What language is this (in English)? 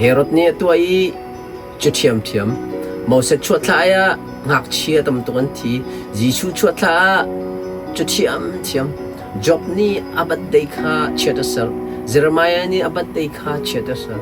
Hakha Chin